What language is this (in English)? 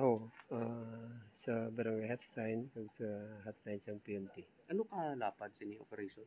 Hiligaynon